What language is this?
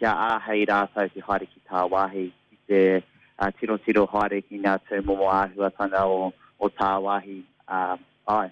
Māori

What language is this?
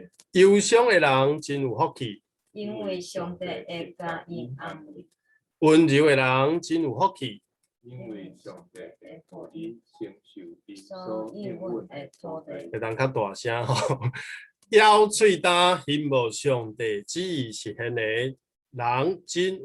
Min Nan Chinese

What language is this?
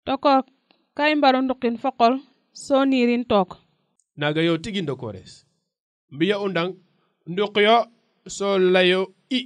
Serer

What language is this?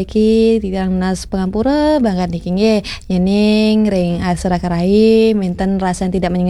Balinese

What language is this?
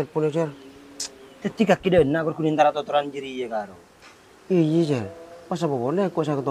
Madurese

